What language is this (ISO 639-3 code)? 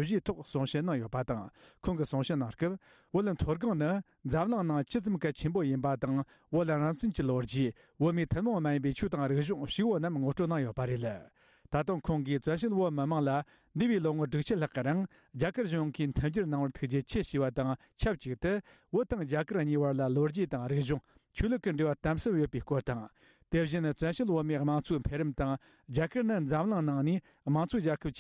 bod